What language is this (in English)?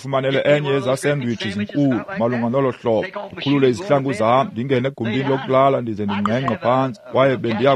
Xhosa